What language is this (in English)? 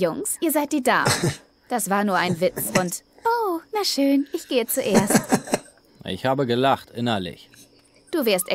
Swiss German